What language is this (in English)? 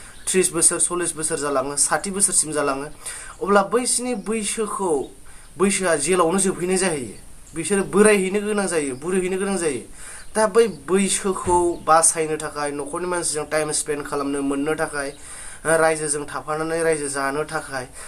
Bodo